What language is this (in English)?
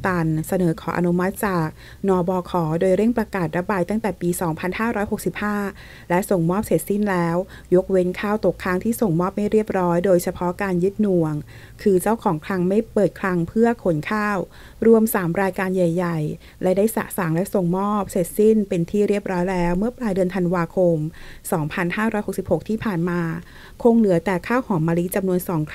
Thai